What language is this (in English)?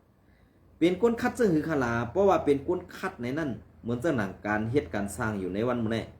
Shan